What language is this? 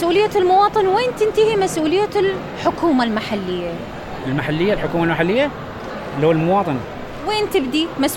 Mesopotamian Arabic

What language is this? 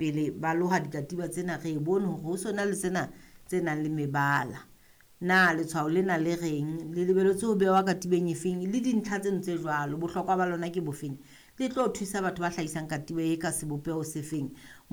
Southern Sotho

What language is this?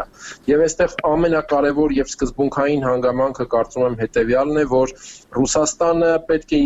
Armenian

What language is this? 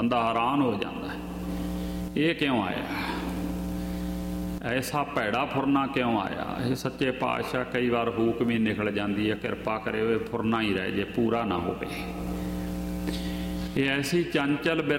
Punjabi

